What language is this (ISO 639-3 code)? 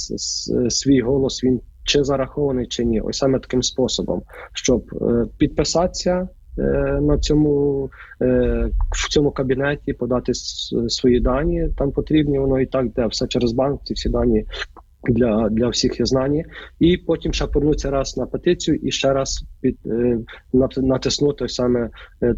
ukr